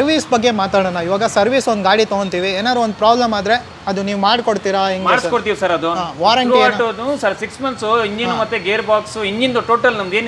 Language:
Kannada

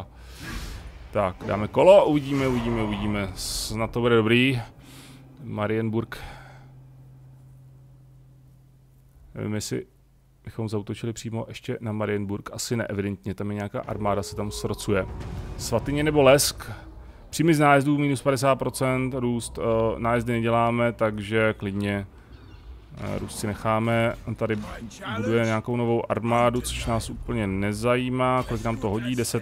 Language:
Czech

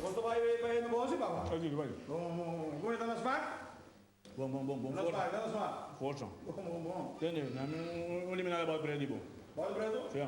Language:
Papiamento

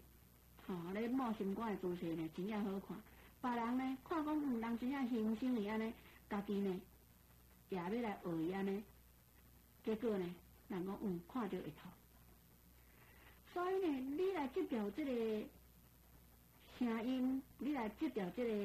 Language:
Min Nan Chinese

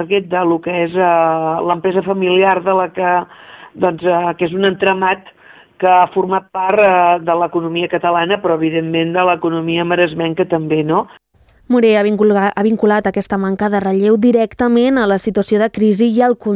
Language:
Catalan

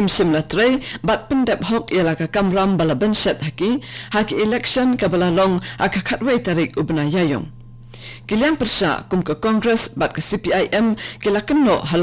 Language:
Khasi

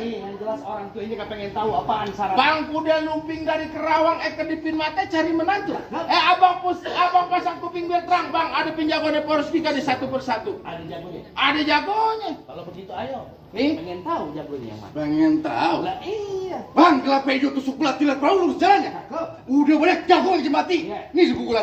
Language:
Betawi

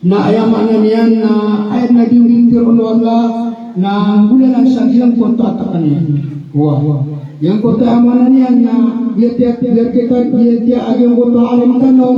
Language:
Maranao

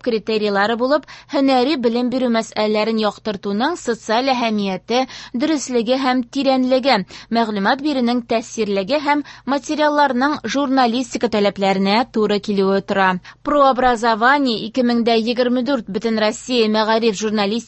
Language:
Tatar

